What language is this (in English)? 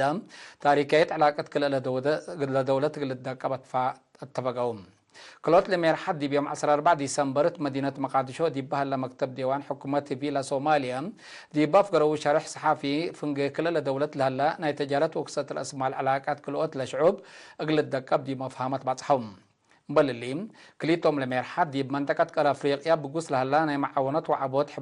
Tigre